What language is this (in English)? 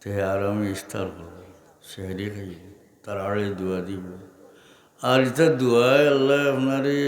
Sylheti